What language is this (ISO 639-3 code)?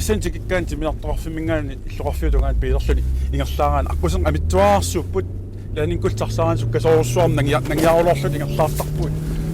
kal